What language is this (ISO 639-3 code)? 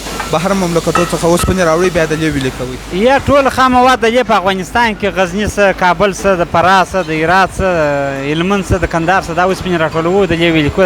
pus